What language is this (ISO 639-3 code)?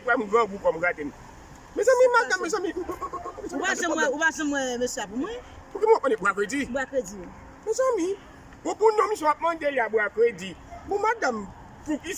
hat